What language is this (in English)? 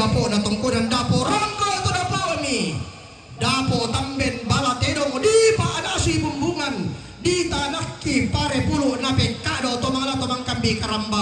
Toraja-Sa'dan